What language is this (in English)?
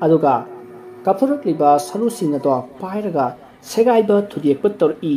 Manipuri